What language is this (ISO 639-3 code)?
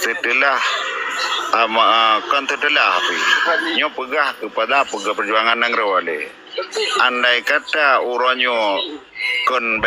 ace